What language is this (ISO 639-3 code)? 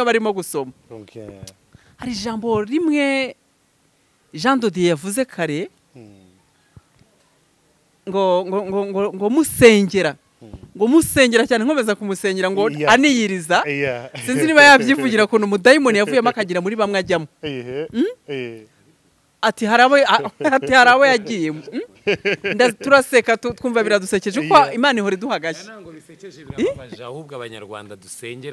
kin